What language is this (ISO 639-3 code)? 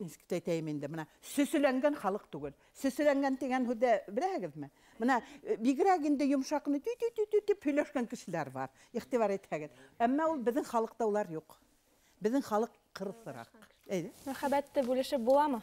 bak